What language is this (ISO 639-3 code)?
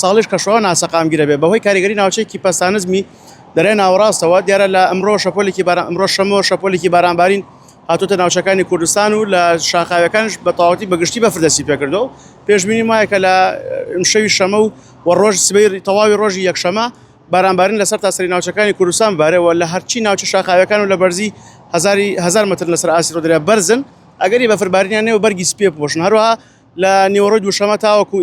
ckb